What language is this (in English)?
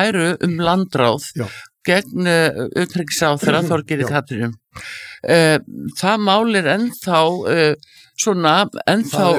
Icelandic